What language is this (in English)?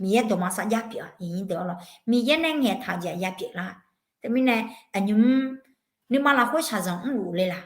Akha